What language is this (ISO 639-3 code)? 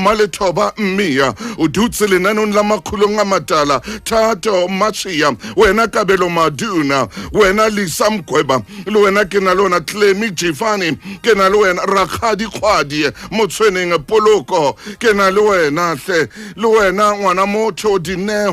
sot